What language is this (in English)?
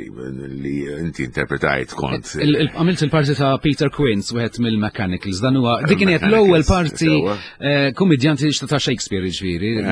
Maltese